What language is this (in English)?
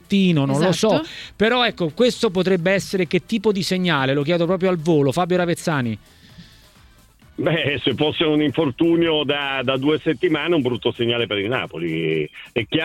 Italian